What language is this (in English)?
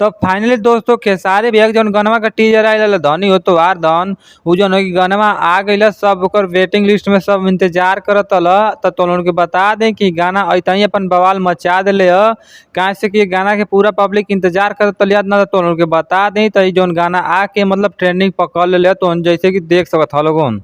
Bhojpuri